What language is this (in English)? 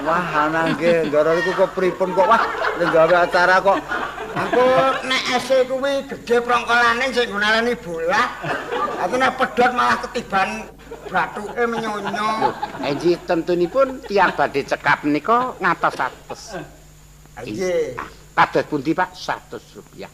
Javanese